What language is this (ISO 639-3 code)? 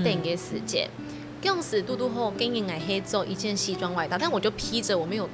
hak